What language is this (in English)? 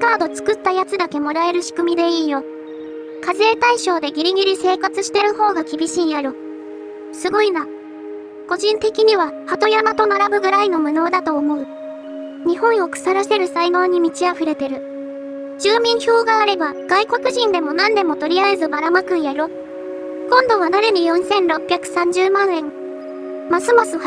Japanese